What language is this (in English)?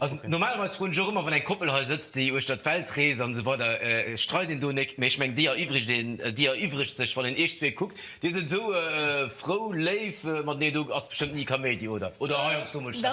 Luxembourgish